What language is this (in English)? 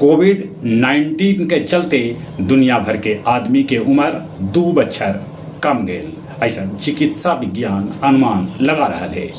Magahi